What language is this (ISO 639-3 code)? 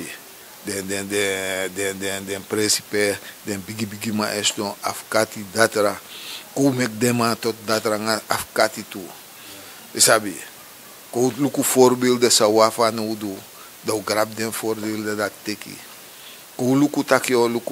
srn